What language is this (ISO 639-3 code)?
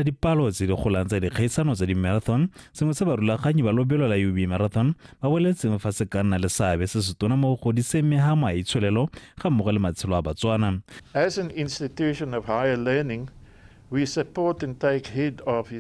tsn